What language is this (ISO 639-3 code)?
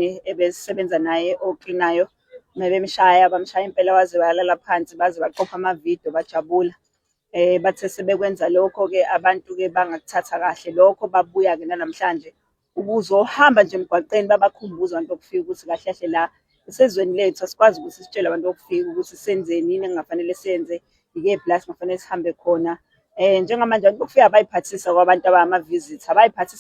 zul